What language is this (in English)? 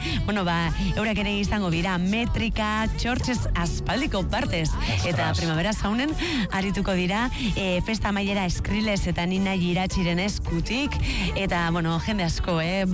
Basque